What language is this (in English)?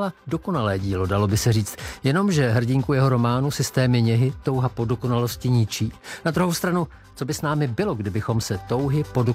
Czech